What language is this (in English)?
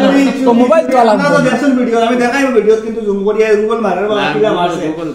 Sylheti